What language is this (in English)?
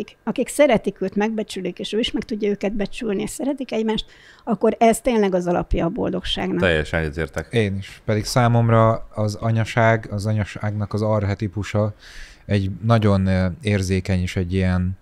Hungarian